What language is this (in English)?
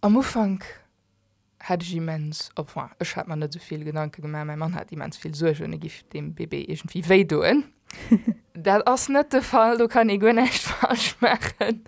Luxembourgish